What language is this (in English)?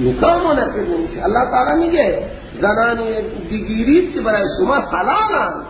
Persian